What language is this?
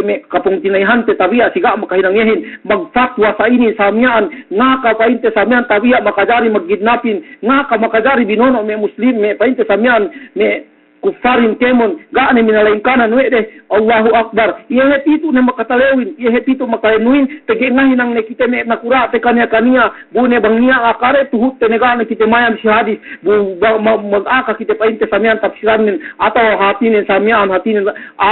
Yakan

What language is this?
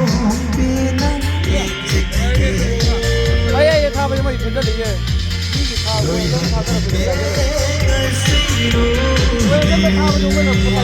Manipuri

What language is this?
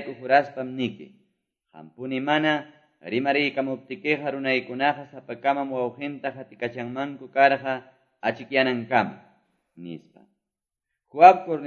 Quechua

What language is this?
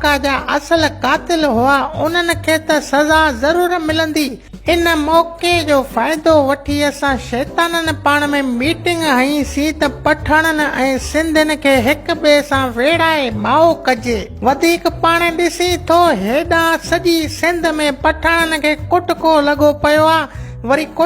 Sindhi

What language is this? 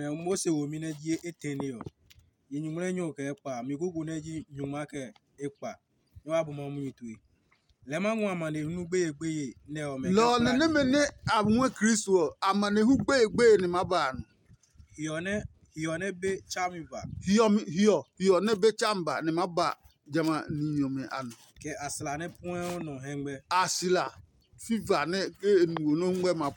Adangme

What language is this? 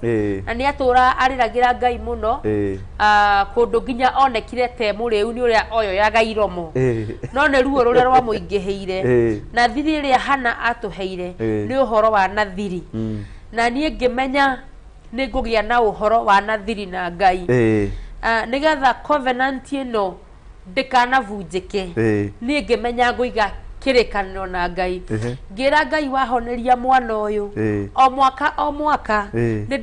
Kikuyu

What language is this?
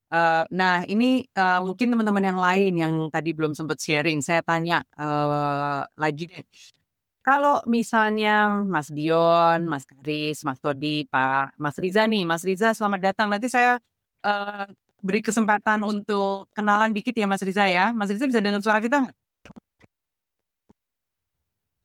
Indonesian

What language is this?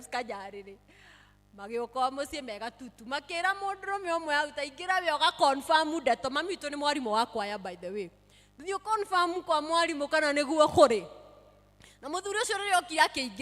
Kikuyu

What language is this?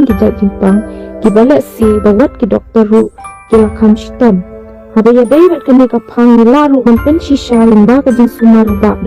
Khasi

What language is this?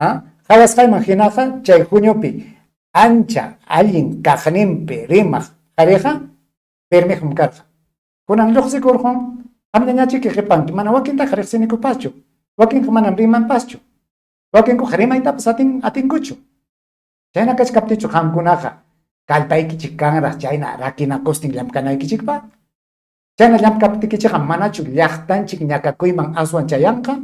Ayacucho Quechua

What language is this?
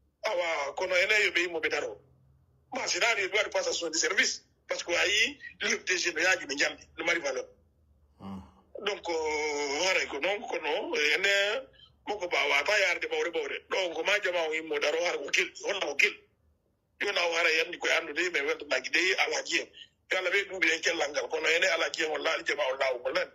Pular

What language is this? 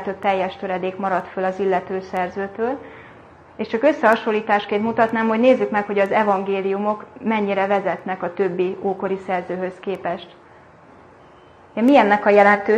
Hungarian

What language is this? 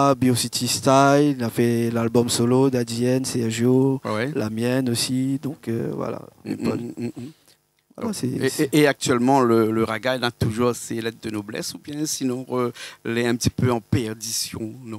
Réunion Creole French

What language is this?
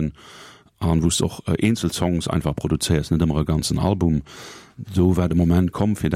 Luxembourgish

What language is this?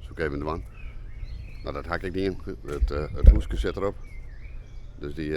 Western Frisian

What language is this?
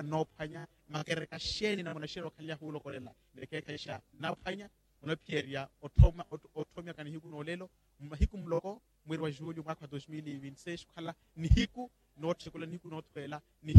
Makhuwa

